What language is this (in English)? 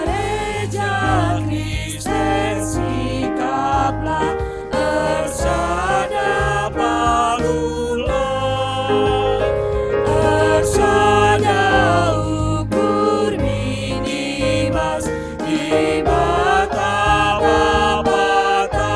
Batak Karo